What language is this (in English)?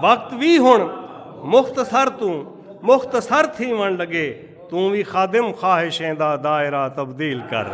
Saraiki